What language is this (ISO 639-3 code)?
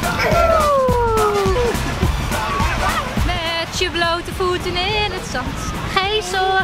nld